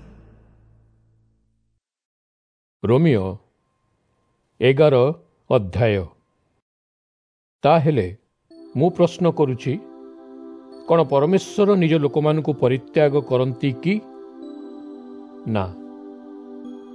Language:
Odia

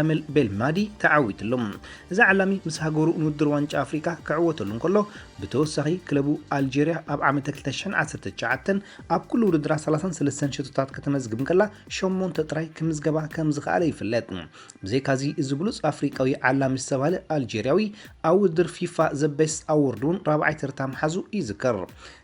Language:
Tigrinya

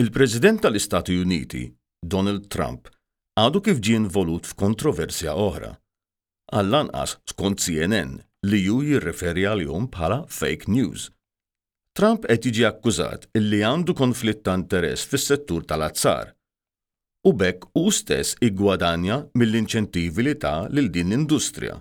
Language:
Maltese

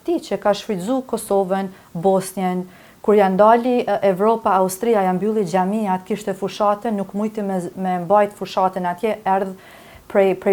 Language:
Albanian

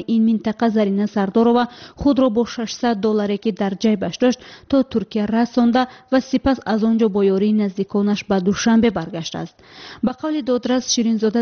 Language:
Persian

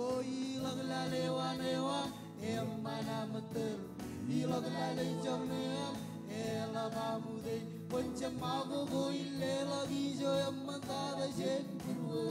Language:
Marshallese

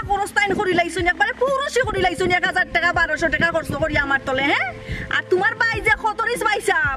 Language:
Sylheti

